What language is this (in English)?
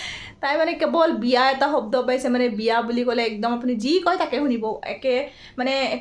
Assamese